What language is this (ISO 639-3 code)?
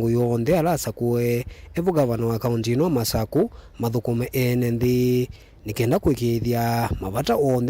kam